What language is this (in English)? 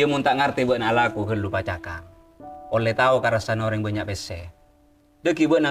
Madurese